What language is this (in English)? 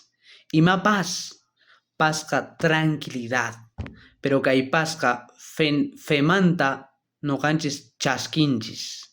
South Bolivian Quechua